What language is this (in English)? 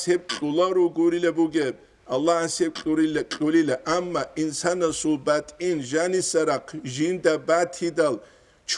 Avaric